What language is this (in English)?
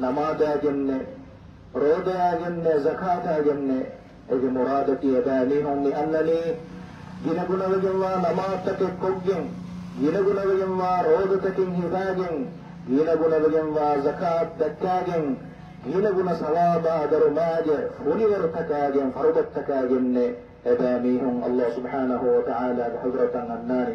Divehi